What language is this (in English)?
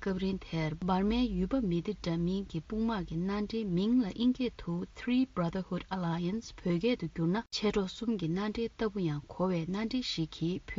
Tibetan